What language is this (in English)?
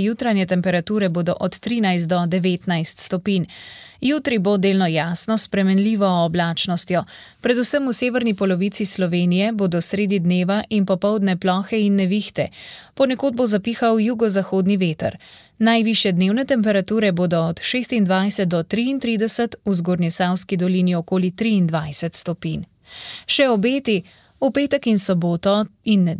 Slovenian